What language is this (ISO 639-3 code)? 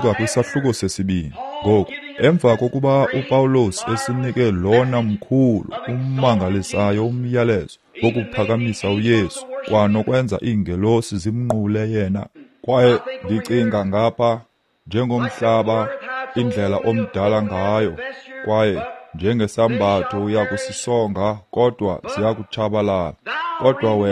xho